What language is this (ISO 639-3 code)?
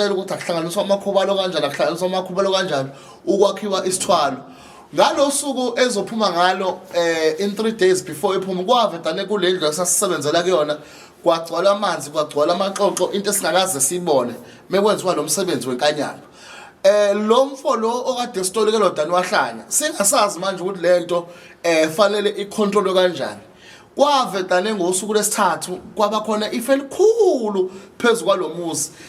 zul